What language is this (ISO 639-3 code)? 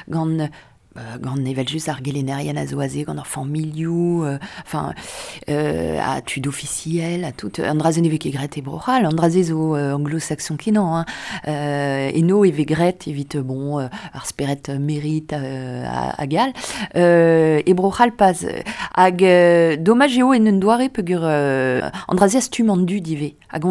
bre